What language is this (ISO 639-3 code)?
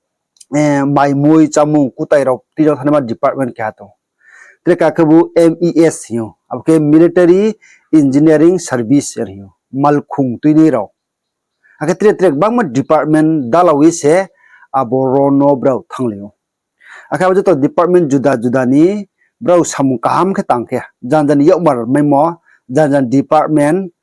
ria